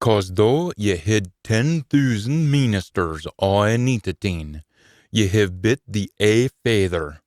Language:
Scots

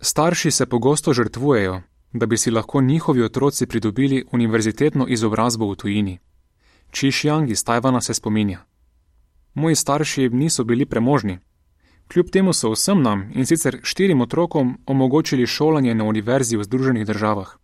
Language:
Slovenian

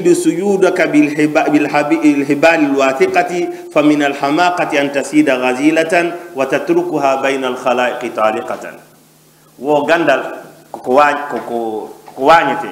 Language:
Fula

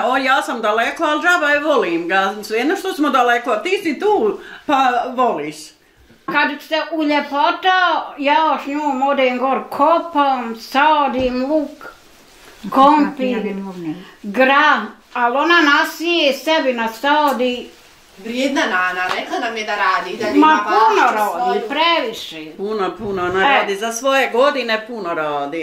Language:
Bosnian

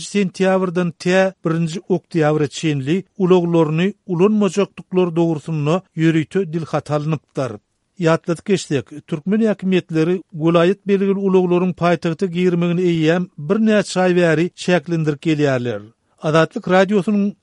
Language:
Turkmen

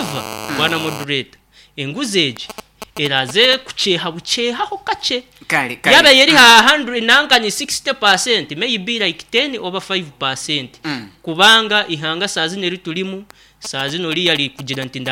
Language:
Nyankole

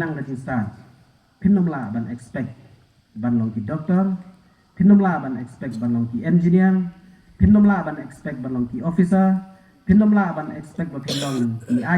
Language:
Khasi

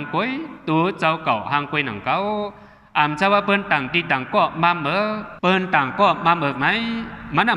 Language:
Shan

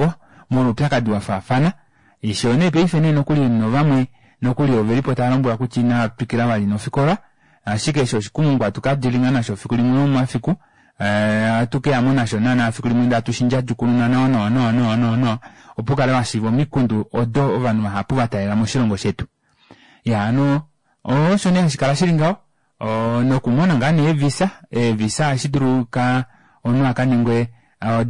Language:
Kuanyama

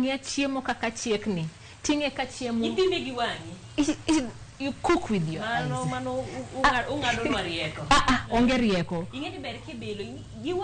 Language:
Luo (Kenya and Tanzania)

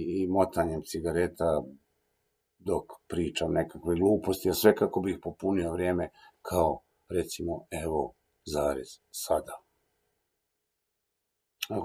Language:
Croatian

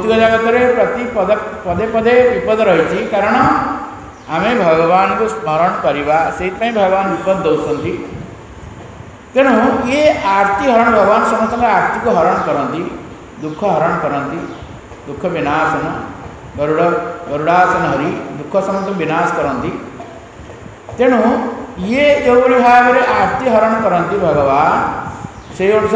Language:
Odia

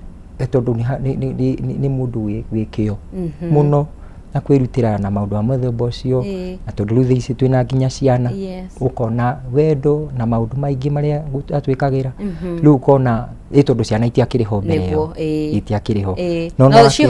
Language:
Kikuyu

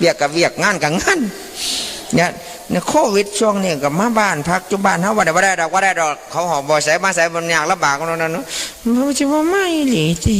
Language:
Northeastern Thai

